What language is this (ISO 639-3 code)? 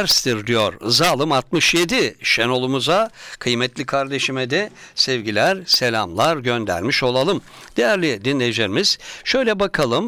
tur